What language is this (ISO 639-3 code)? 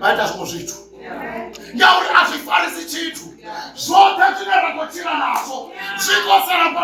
ven